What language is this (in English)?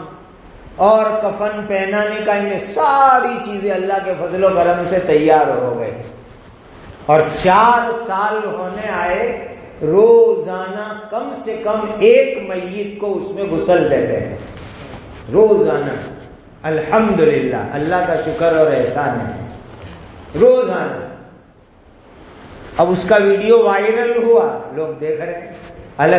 Urdu